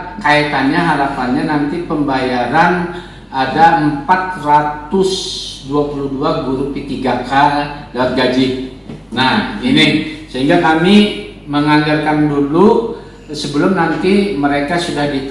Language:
Banjar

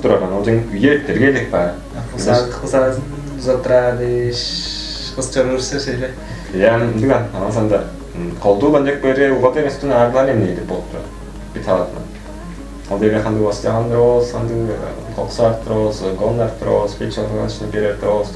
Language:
Tuvinian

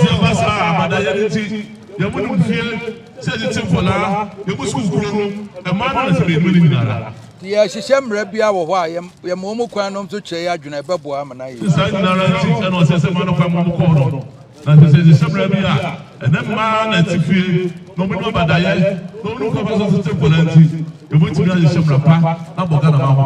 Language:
Akan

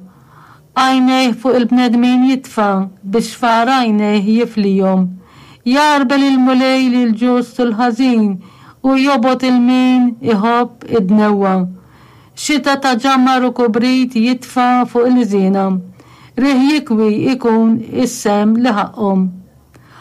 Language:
Maltese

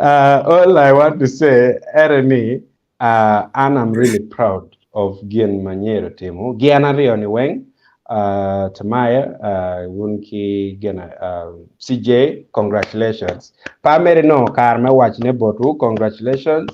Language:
Acoli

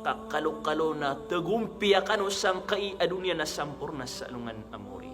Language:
Maranao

